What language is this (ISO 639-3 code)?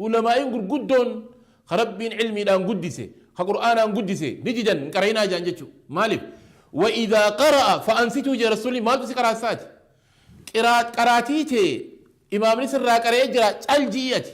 orm